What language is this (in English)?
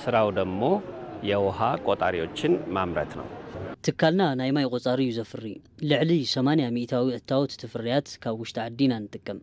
Tigrinya